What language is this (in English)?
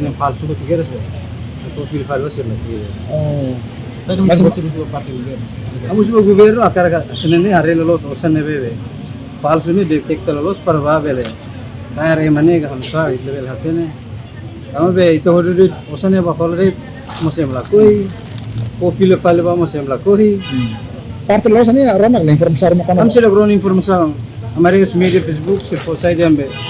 Tetum